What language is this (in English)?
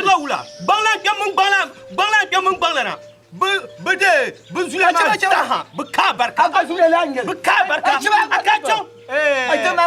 Dagbani